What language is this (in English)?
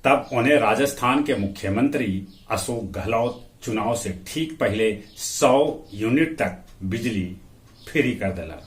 Magahi